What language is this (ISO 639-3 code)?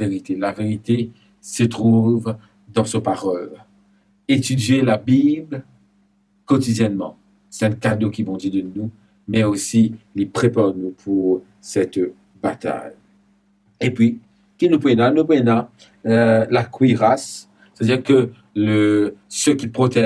mfe